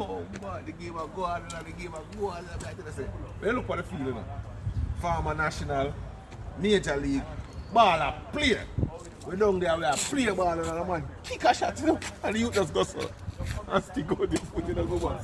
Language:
Jamaican Creole English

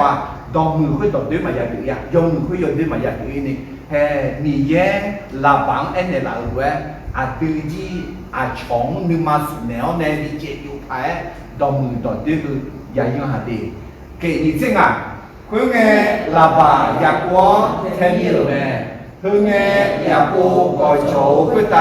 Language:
Akha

